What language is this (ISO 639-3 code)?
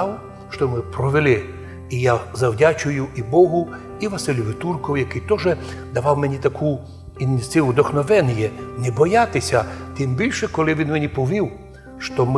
rue